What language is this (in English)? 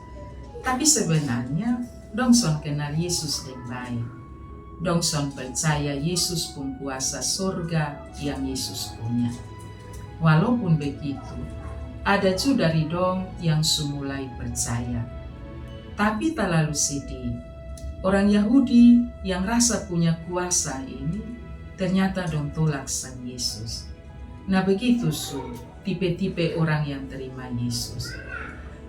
Kupang Malay